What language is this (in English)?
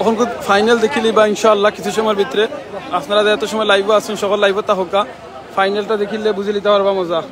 Sylheti